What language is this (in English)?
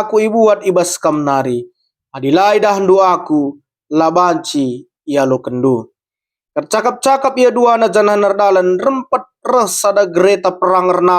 Batak Karo